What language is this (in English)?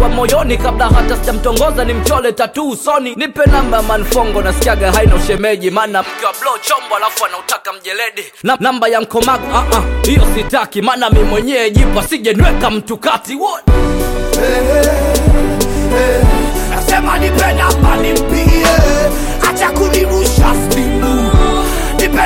Swahili